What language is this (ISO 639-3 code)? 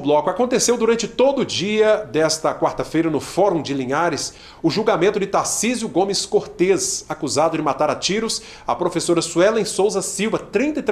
por